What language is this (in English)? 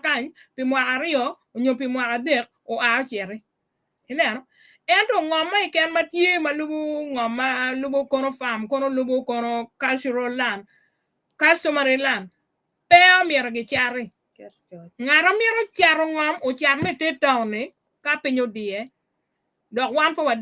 Acoli